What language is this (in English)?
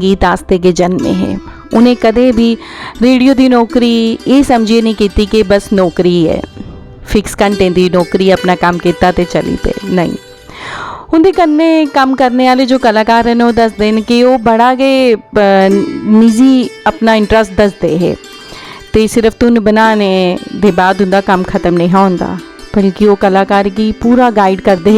Dogri